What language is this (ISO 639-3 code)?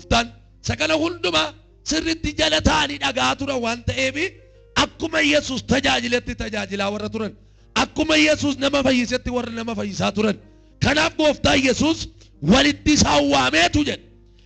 orm